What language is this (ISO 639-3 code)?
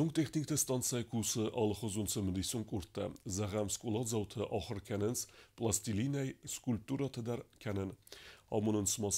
oss